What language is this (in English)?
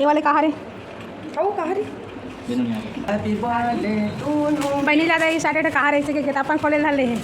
Chhattisgarhi